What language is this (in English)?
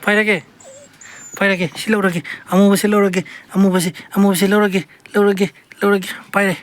Manipuri